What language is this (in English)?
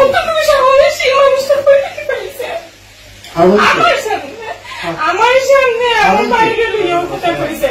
Sylheti